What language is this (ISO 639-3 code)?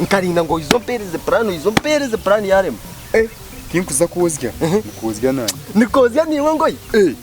nyn